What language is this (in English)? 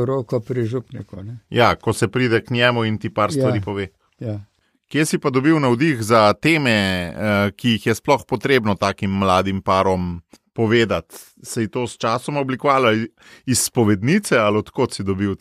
Slovenian